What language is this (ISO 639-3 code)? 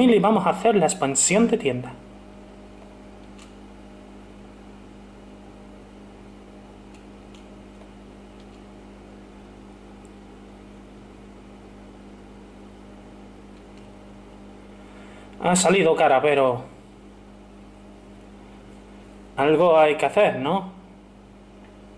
spa